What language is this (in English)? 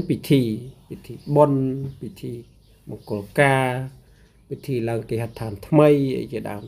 Khmer